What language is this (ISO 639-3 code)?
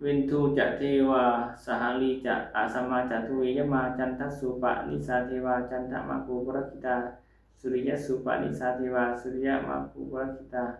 pli